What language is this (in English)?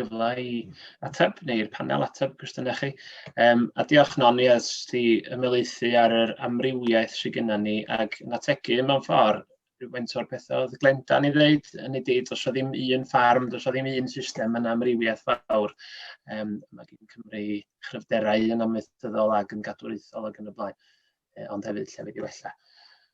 Welsh